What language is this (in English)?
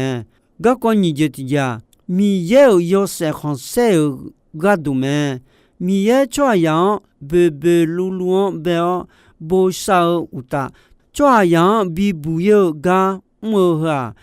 Akha